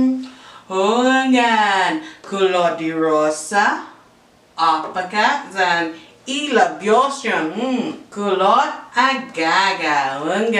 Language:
Chamorro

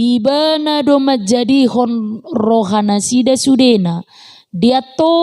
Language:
Batak Toba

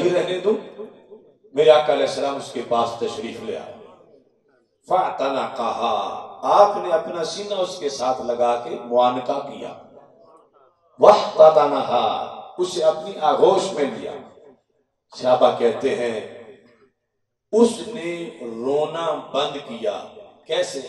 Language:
Urdu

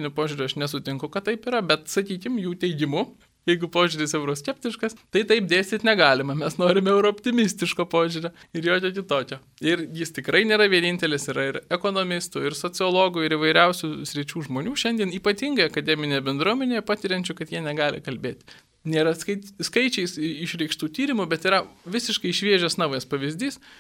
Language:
Lithuanian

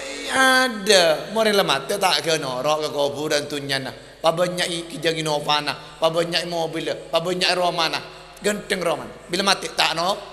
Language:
Madurese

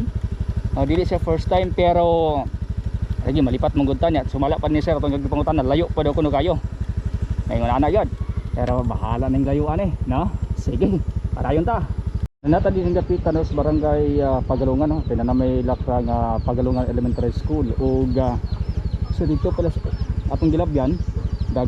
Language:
Cebuano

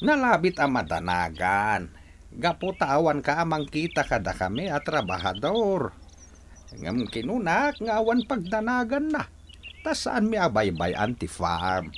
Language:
Iloko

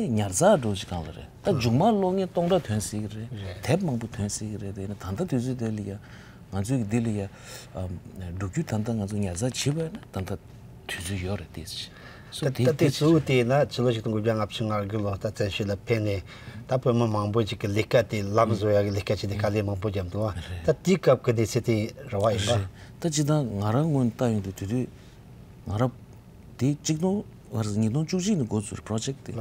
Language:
Tibetan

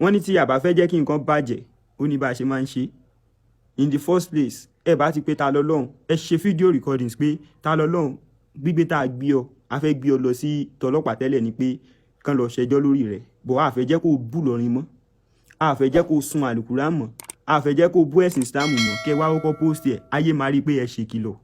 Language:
Yoruba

